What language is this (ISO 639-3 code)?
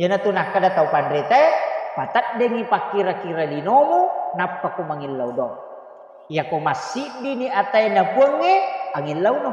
bug